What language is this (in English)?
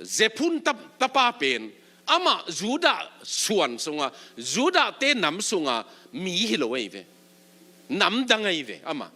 Tedim Chin